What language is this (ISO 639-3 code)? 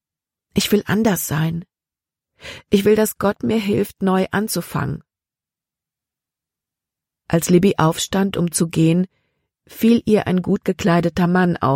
deu